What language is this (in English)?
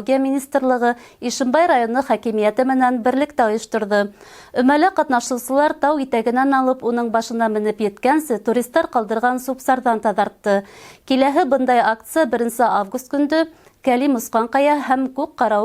Bashkir